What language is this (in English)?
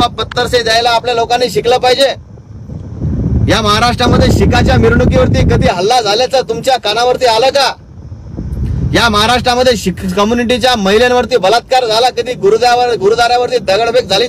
Marathi